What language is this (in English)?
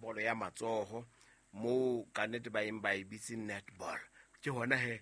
Southern Sotho